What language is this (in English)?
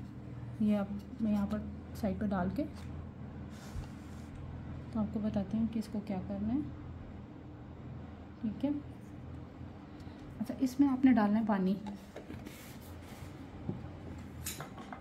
Hindi